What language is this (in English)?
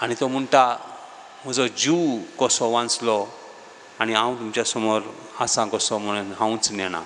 Konkani